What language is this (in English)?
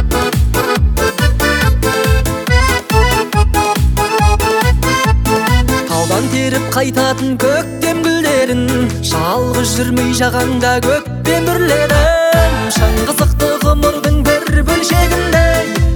Kazakh